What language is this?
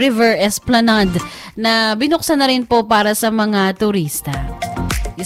Filipino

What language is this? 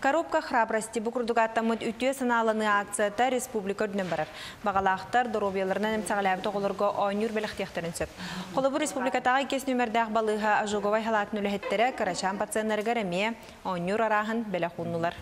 Yakut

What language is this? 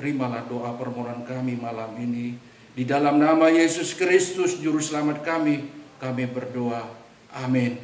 Batak Simalungun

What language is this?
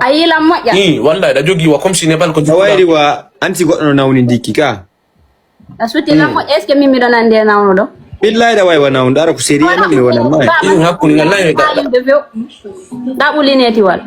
Fula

